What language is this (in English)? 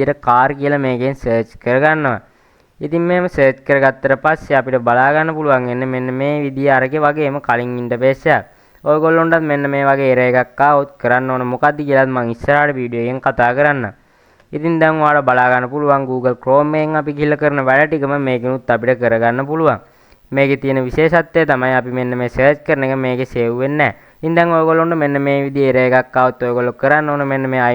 Sinhala